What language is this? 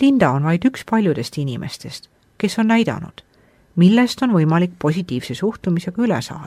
Estonian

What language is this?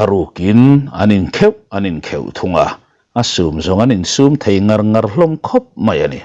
Mizo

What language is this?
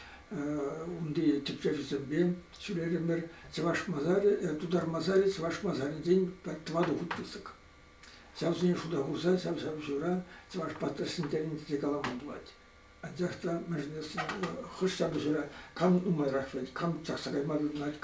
Chuvash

